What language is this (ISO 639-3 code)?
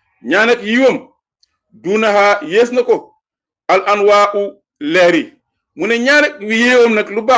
wol